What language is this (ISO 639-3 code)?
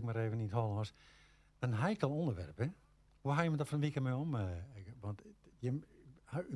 fry